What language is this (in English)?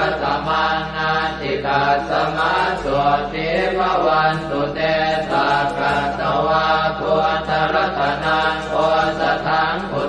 Pali